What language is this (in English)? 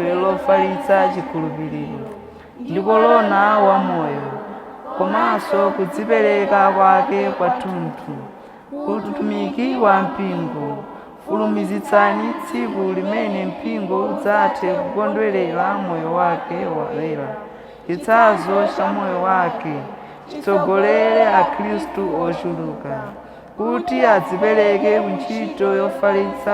Nyanja